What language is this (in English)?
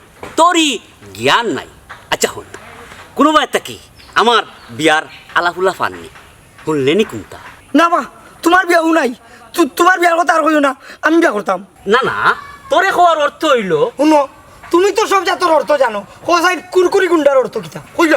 Sylheti